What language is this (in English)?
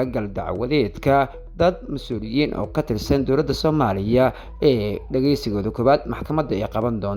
Somali